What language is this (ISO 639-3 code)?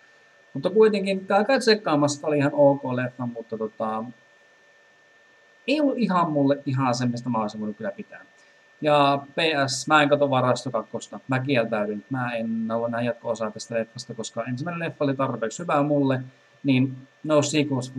fin